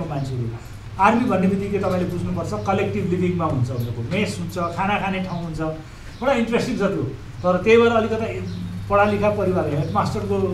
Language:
Nepali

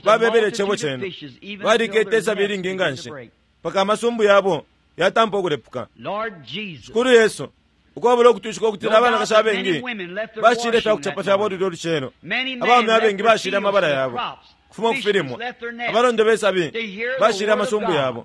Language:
Bemba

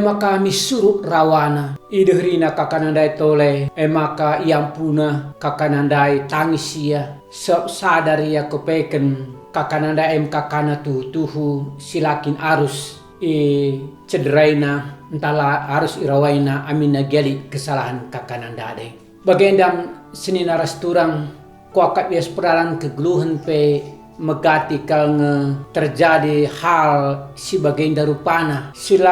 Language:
Batak Karo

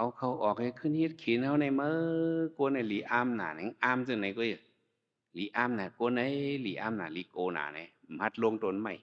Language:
Shan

